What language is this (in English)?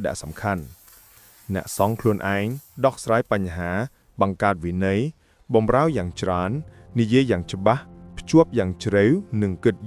Khmer